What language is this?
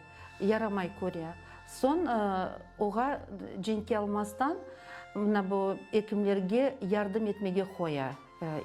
Crimean Tatar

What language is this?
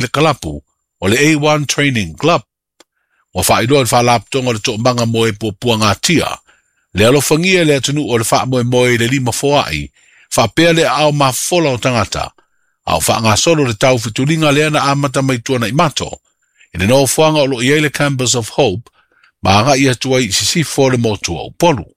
Samoan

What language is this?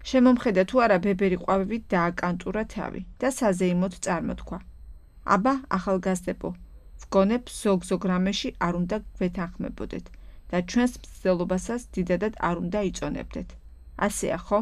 Georgian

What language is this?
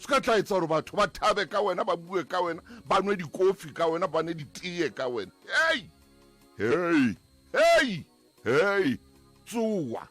Southern Sotho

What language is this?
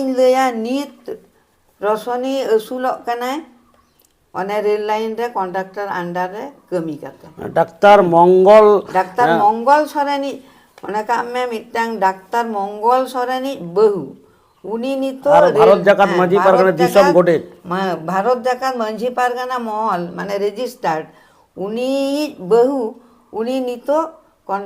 Santali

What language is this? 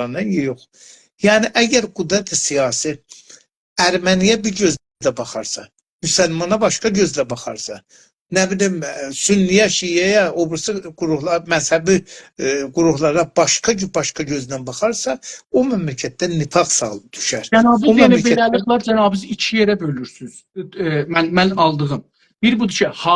South Azerbaijani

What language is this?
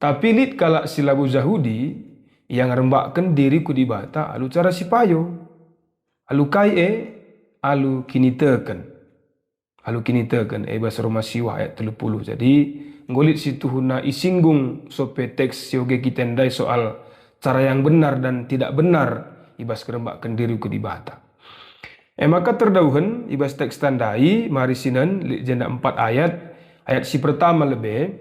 Batak Karo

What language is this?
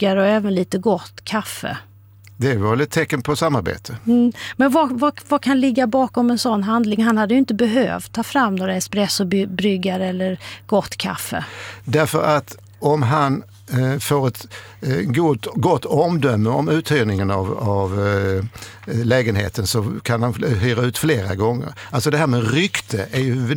Swedish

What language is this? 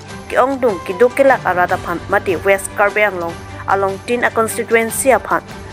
Karbi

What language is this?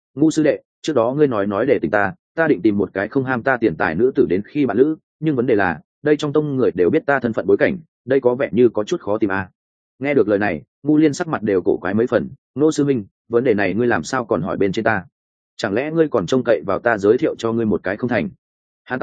Vietnamese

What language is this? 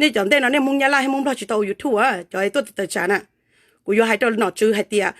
Hmong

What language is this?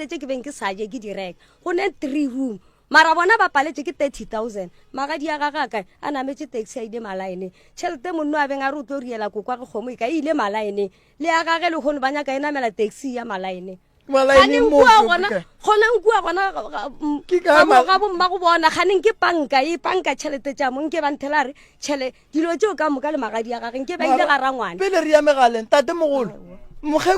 Northern Sotho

